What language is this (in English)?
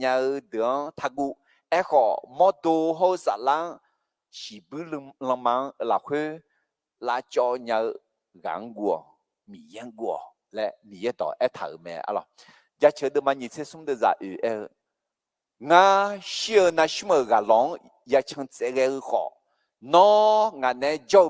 Akha